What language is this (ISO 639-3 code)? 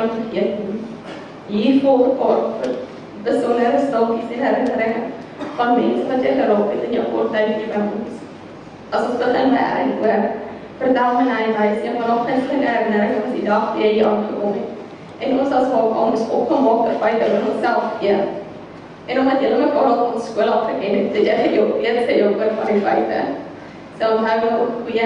afr